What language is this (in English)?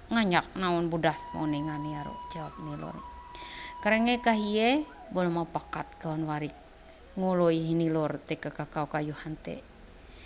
Ma'anyan